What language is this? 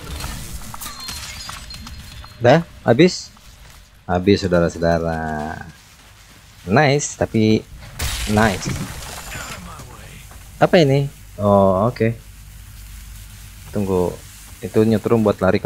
Indonesian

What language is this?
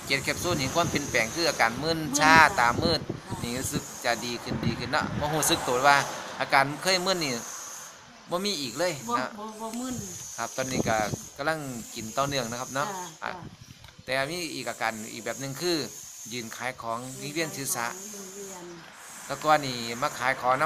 Northeastern Thai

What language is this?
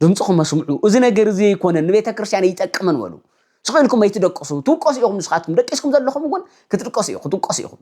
Tigrinya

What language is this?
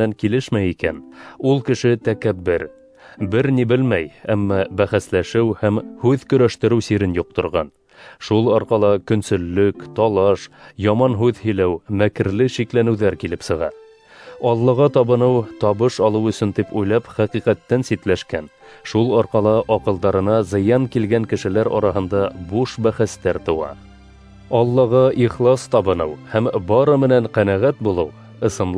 Bashkir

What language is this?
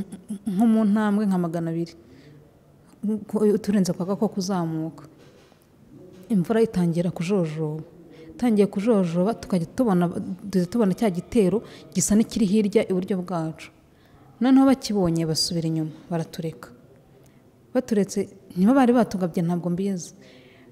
Kinyarwanda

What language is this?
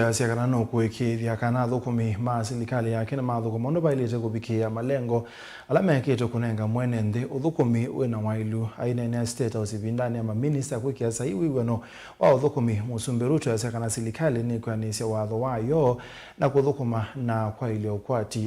Kamba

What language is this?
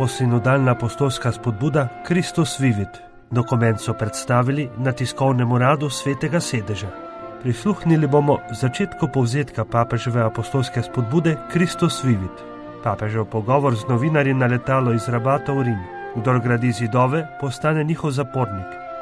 Slovenian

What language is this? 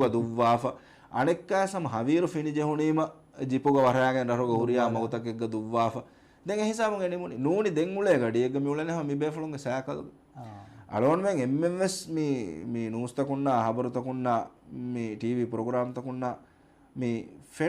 Divehi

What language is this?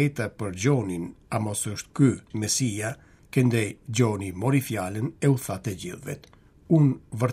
Albanian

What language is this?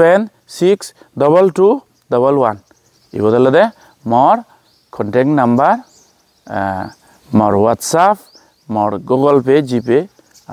Chakma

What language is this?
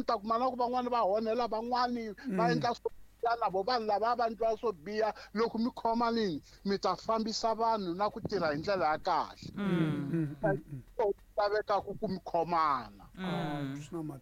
Tsonga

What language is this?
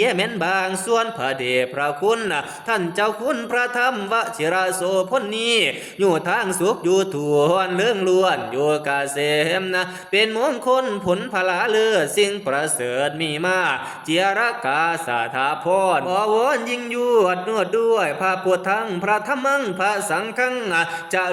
Northeastern Thai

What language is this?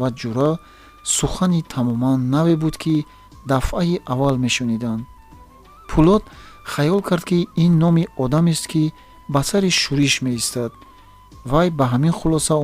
Tajik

